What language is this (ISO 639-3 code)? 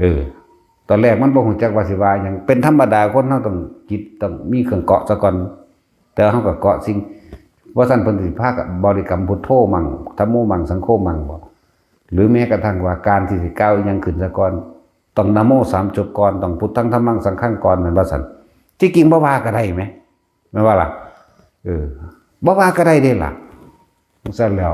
tts